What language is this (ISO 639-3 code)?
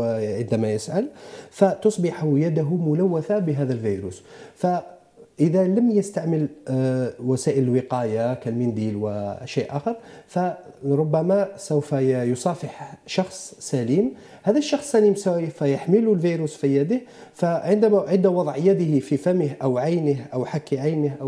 ara